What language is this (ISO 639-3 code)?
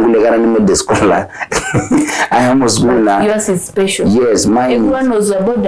mas